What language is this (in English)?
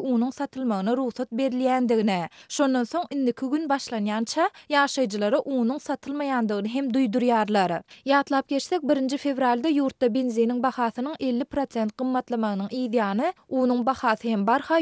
Turkmen